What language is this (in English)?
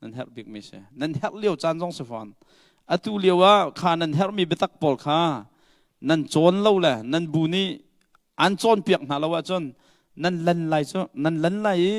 Hakha Chin